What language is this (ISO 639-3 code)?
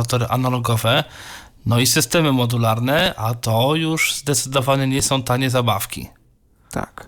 pol